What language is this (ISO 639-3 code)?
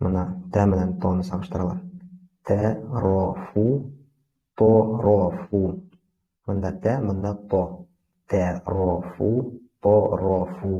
bak